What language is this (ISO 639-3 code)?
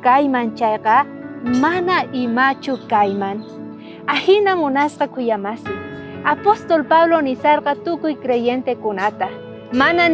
quh